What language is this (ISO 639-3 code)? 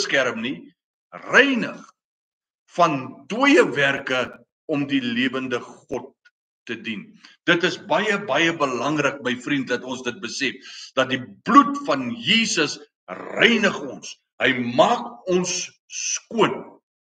afr